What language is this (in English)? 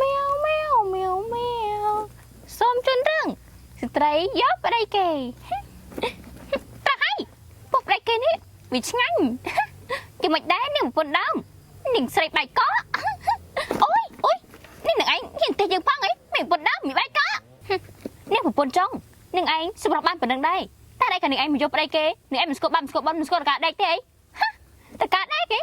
Khmer